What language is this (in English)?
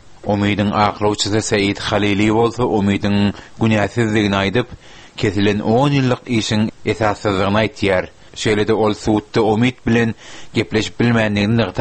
Turkmen